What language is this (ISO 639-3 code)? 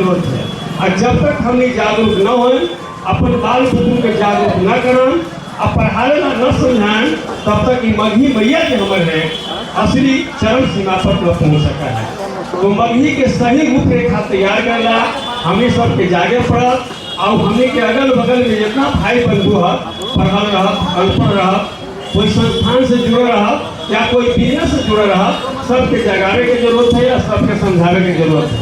mag